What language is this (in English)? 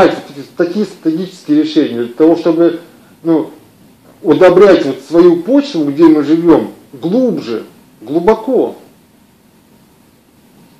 Russian